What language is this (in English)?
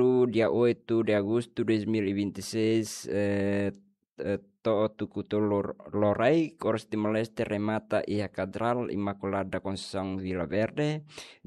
Tetum